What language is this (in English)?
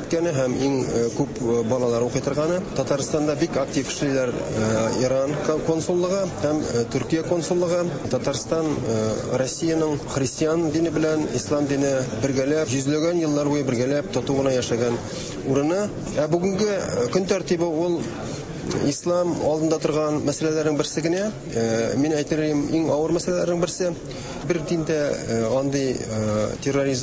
Tatar